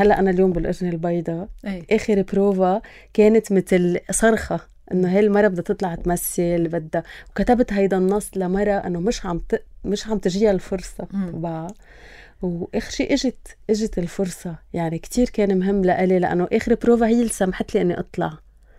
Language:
North Levantine Arabic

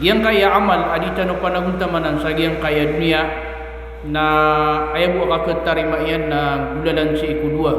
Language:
Maranao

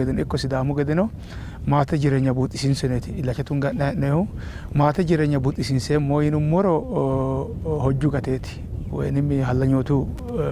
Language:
Sidamo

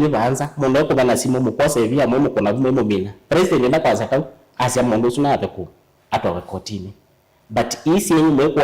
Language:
Kamba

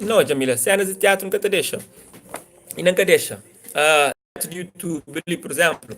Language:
Kabuverdianu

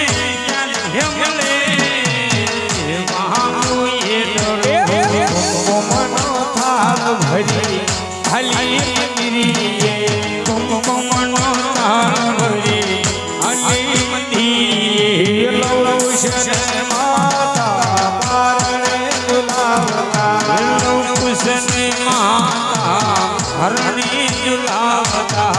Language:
Gujarati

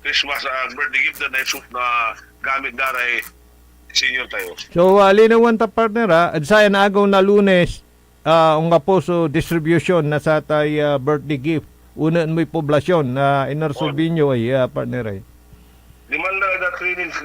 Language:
Pangasinan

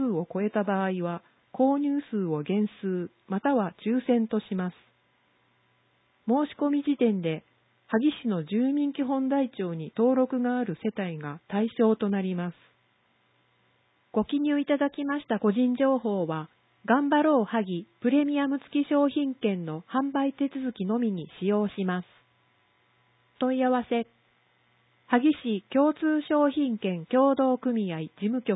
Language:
Japanese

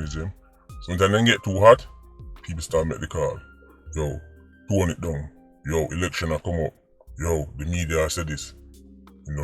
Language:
Jamaican Creole English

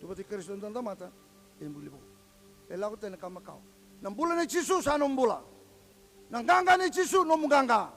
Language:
Fijian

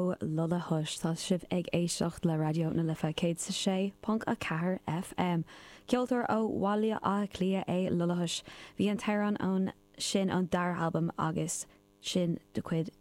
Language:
Irish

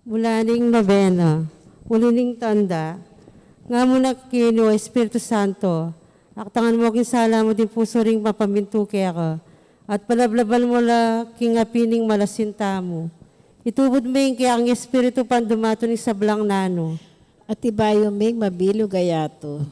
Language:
Pampanga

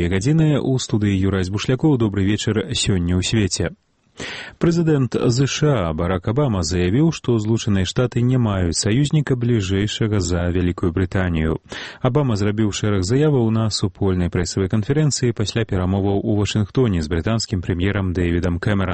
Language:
Belarusian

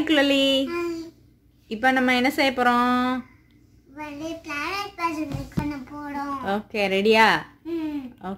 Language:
Tamil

